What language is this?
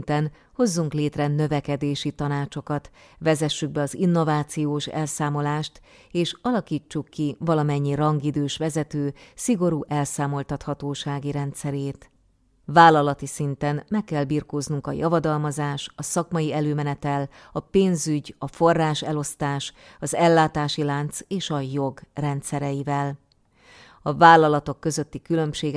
Hungarian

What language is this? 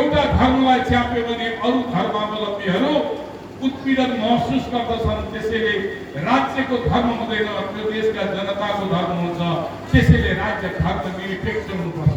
Nepali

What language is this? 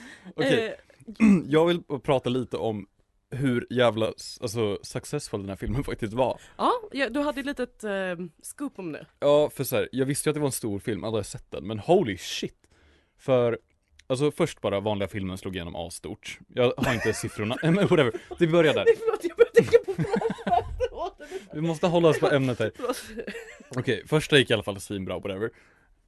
Swedish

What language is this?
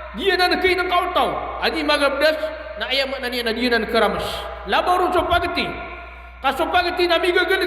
Maranao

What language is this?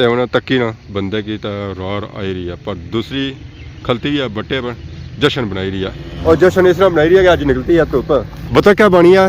Pahari-Potwari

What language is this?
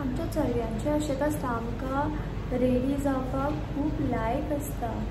Konkani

